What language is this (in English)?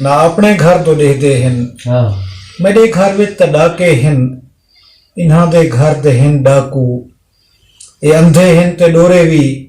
Saraiki